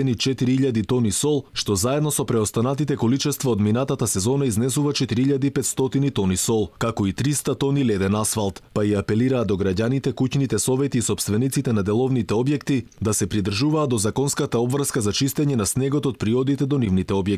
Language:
Macedonian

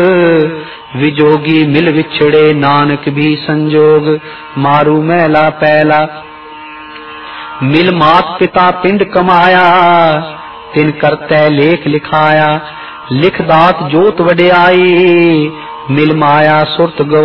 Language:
Punjabi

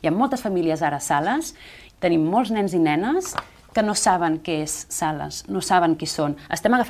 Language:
Catalan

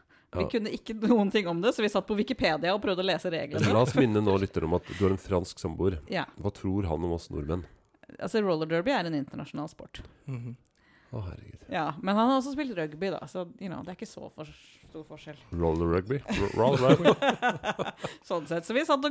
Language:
Norwegian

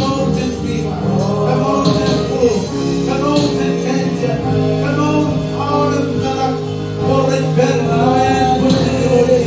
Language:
Marshallese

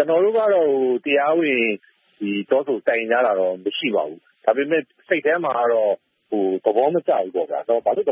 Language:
Burmese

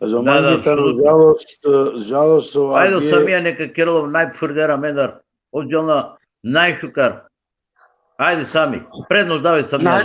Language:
Balkan Romani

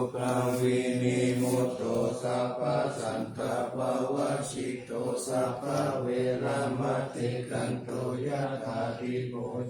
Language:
Pali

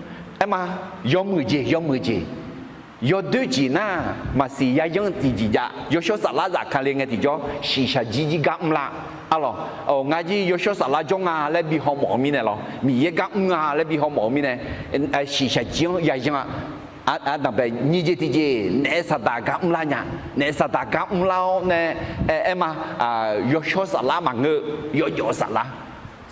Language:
Akha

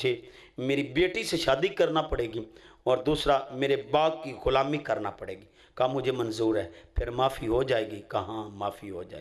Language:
Urdu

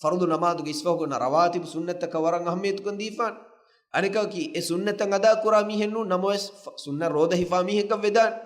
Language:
Divehi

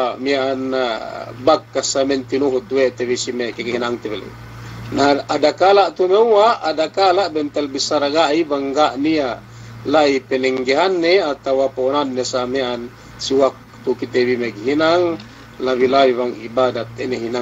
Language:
Yakan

